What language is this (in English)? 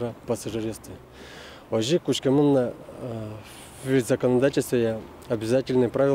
Udmurt